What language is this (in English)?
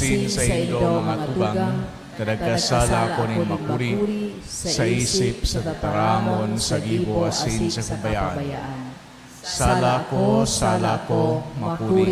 Bikol